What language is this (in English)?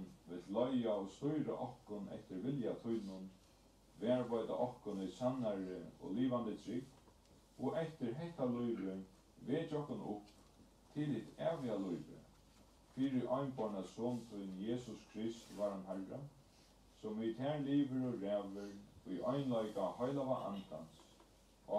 Faroese